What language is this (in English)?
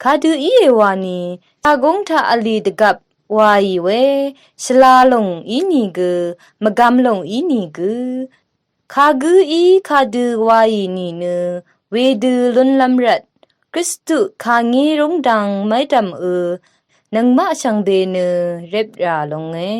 Rawang